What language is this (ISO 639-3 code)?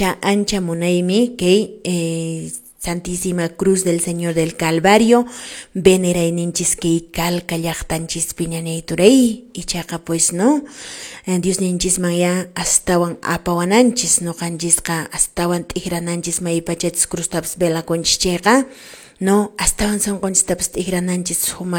que